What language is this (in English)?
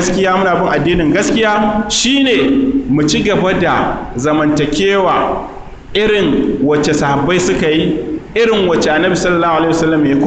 Hausa